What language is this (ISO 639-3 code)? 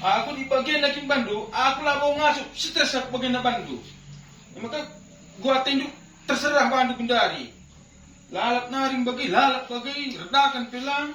btx